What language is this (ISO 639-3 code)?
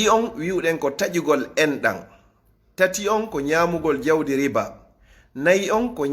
ful